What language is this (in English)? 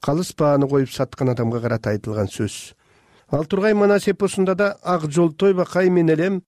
Kyrgyz